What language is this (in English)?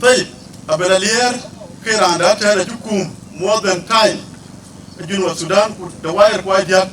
Dinka